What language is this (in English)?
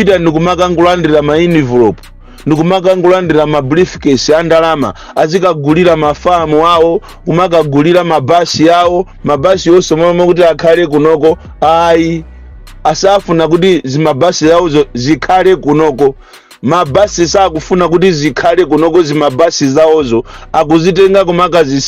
Nyanja